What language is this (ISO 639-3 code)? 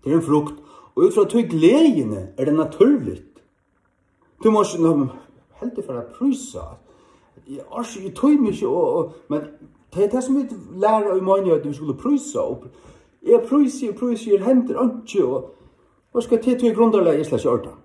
fao